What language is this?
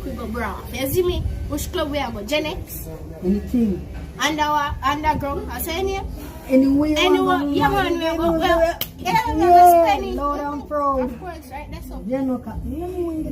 Jamaican Creole English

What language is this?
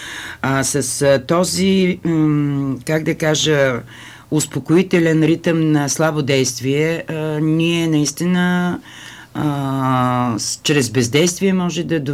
Bulgarian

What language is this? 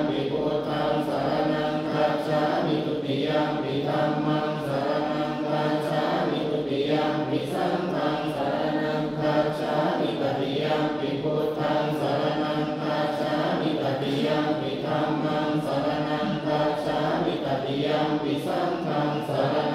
Pali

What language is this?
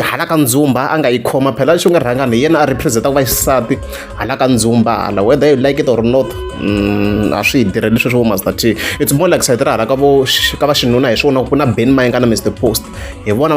Tsonga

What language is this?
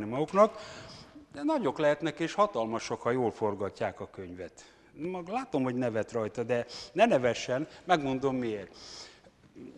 Hungarian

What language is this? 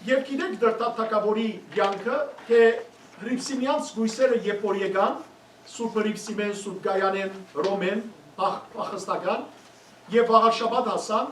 Western Armenian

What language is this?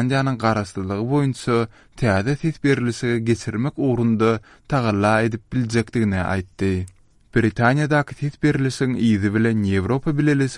Turkmen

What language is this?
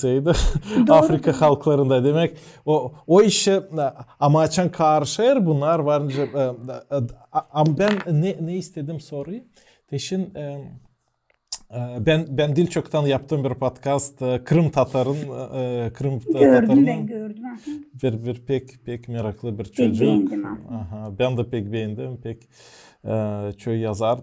Gagauz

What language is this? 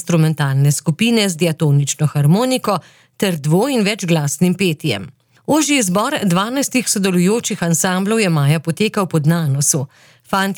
Slovenian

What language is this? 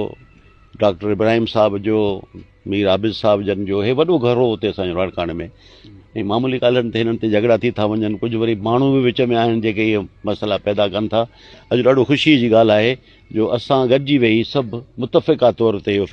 Sindhi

